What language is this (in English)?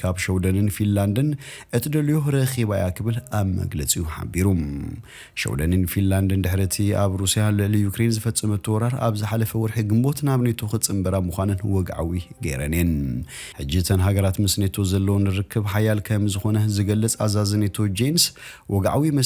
Tigrinya